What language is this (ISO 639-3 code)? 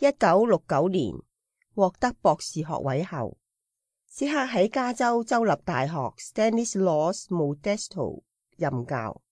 yue